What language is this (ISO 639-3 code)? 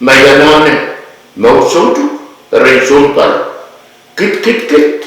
pon